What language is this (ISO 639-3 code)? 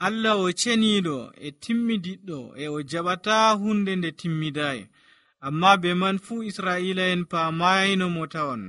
fuv